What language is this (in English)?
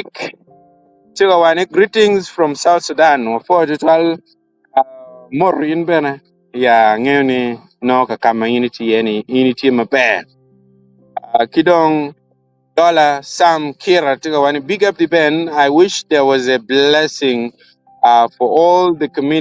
Acoli